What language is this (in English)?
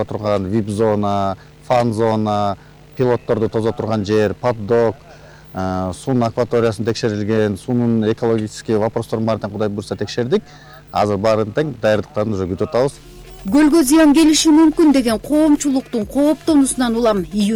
Kyrgyz